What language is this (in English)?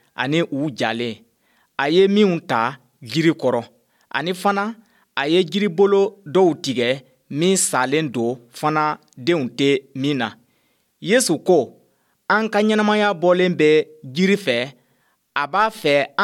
Bambara